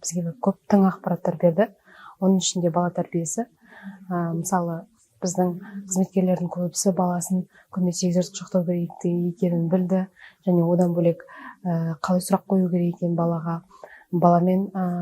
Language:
Kazakh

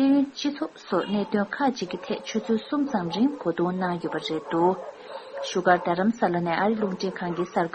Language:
Tibetan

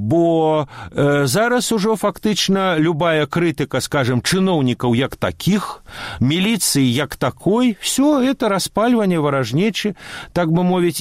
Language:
Belarusian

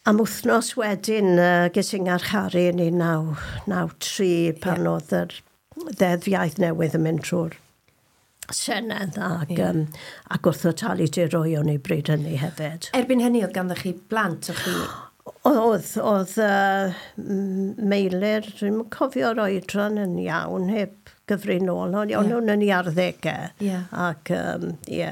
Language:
Welsh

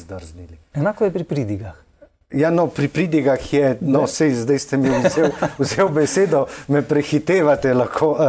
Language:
Slovenian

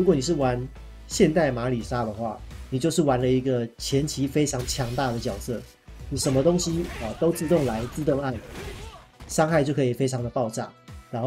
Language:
Chinese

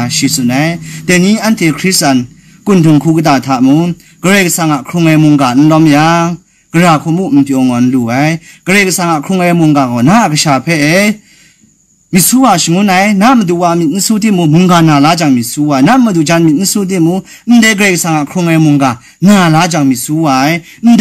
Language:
Kachin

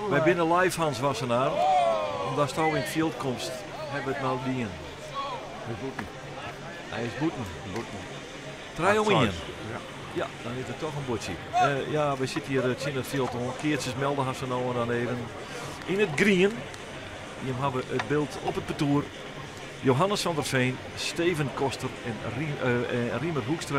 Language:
Western Frisian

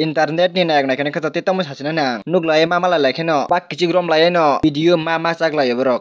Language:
Kok Borok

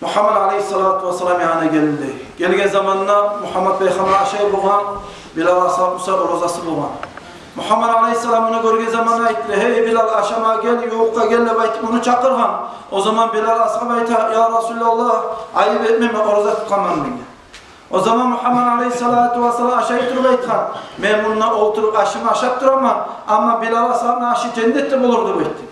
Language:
Kumyk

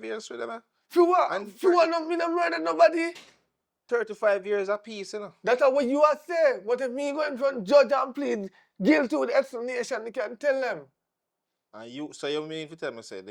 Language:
Jamaican Creole English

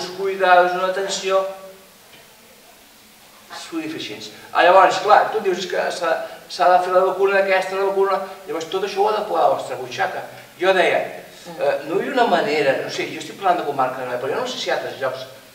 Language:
Catalan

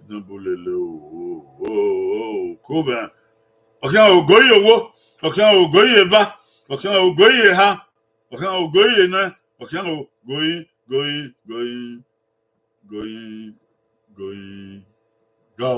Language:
Bini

